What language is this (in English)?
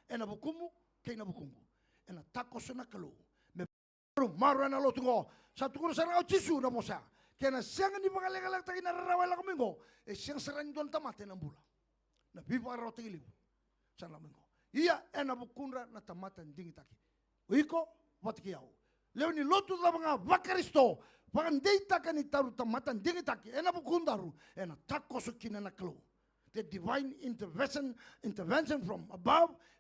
Fijian